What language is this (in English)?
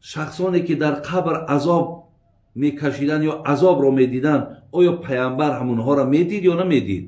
Tajik